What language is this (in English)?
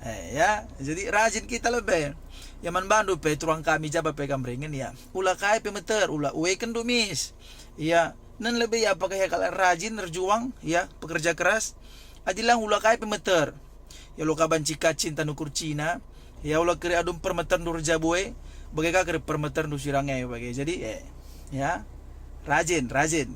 Batak Karo